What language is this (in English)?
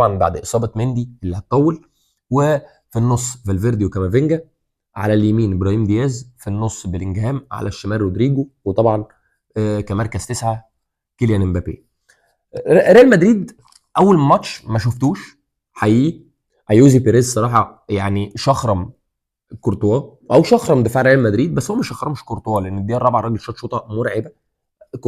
Egyptian Arabic